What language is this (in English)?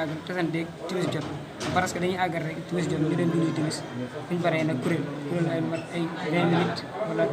Wolof